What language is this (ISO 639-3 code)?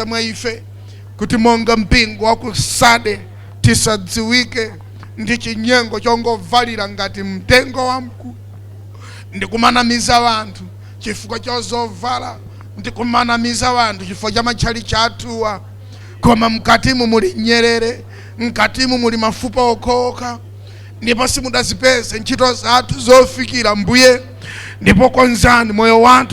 nya